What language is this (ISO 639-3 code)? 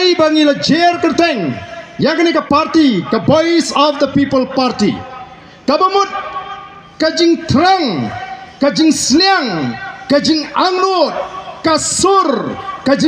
kha